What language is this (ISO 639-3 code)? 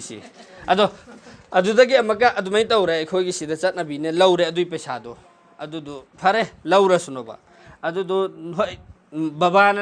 mni